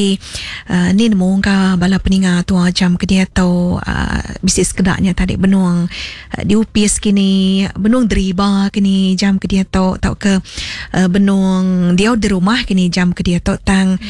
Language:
Iban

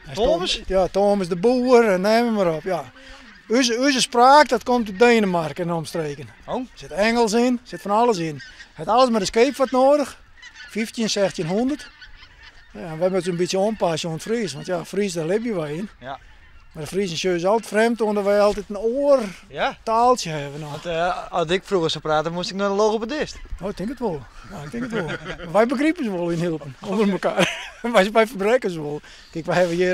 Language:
Western Frisian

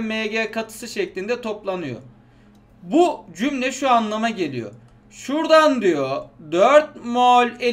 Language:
Turkish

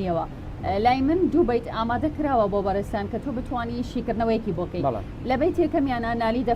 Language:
Central Kurdish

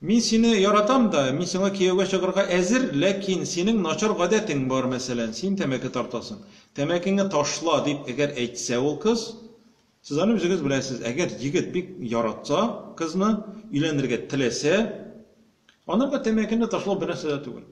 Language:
Tatar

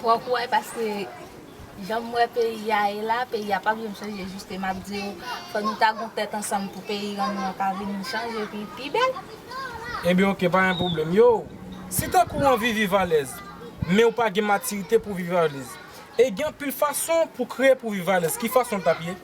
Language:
Haitian Creole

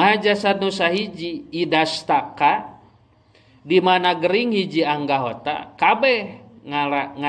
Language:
Sundanese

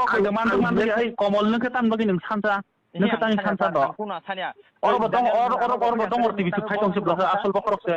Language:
Kok Borok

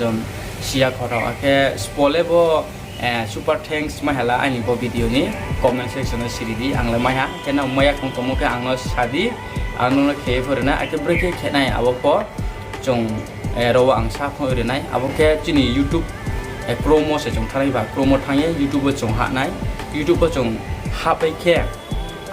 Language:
Riang (India)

